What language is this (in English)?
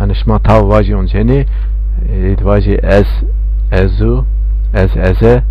Zaza